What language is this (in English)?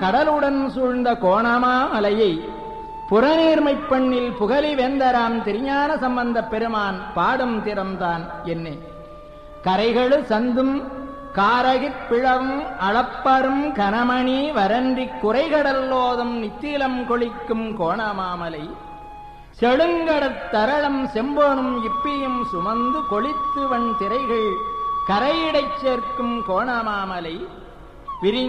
Tamil